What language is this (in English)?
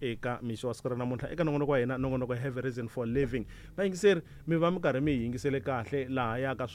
Tsonga